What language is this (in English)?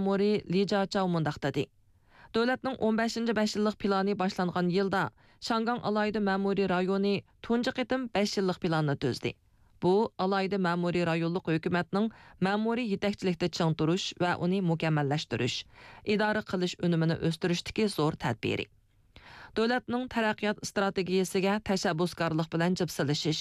Uyghur